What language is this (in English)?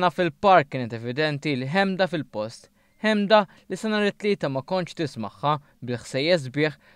Maltese